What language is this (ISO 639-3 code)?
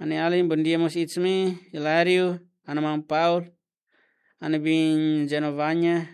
tet